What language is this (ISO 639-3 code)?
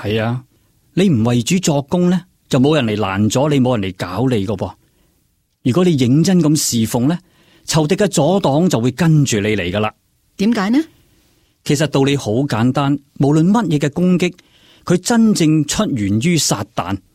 yue